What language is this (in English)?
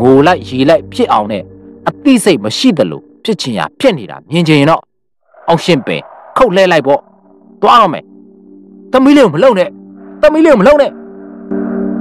Burmese